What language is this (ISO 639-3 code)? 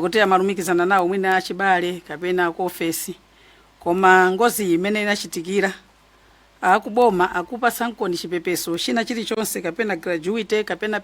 nya